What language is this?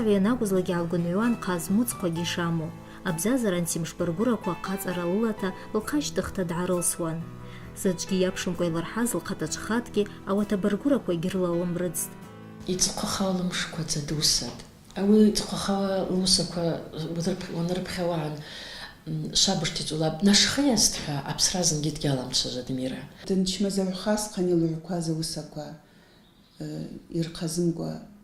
Abkhazian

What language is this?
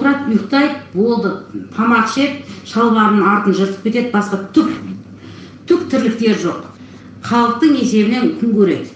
Kazakh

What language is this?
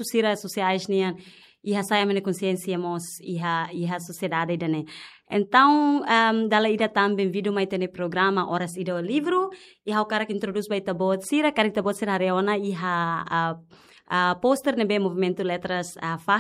Tetum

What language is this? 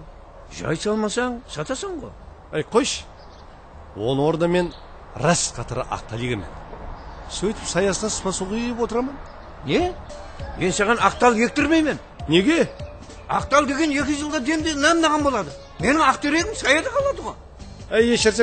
Kara-Kalpak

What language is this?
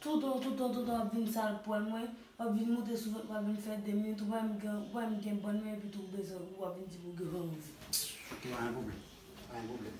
Haitian Creole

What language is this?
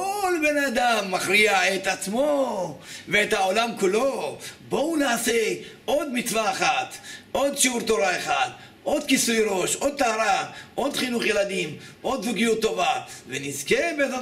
Hebrew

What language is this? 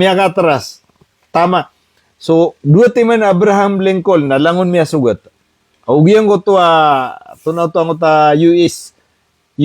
Maranao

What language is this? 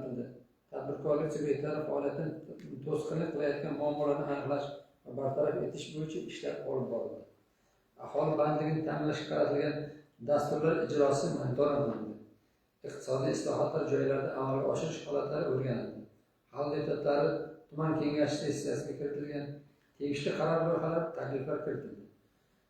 Uzbek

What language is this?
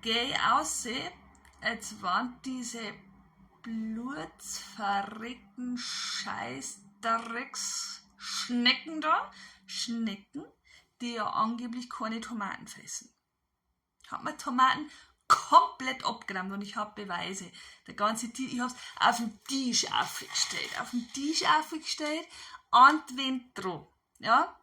Bavarian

